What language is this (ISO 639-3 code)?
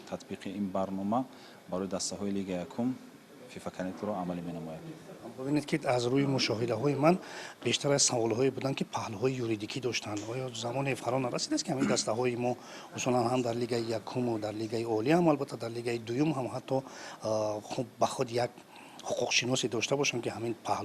tgk